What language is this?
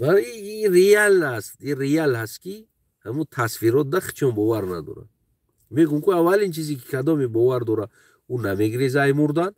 Tajik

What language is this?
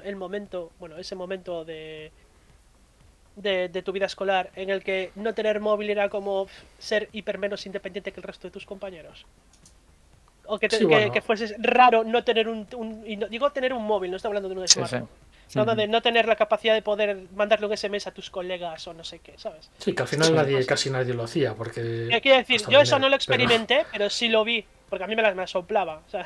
Spanish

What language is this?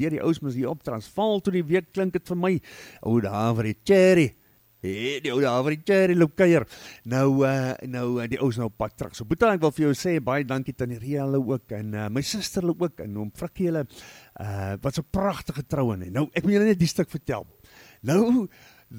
Afrikaans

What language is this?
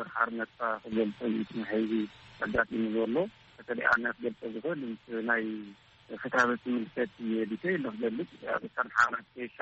Tigrinya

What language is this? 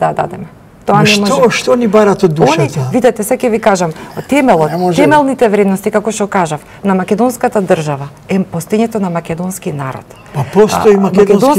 Macedonian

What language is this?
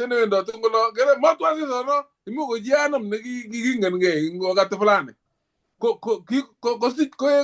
Kalenjin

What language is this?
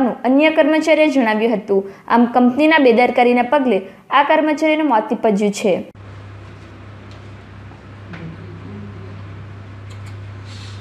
Gujarati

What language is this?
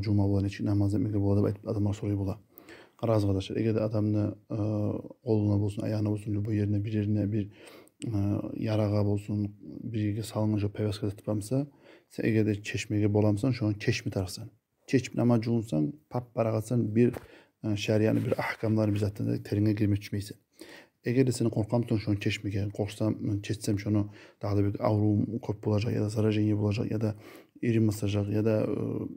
Kumyk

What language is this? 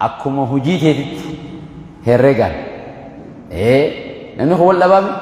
Oromo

